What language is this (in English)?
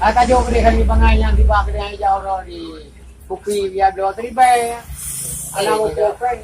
Achinese